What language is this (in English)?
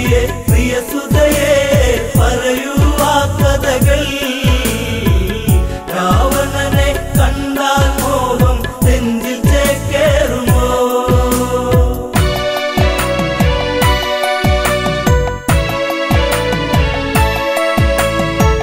Malayalam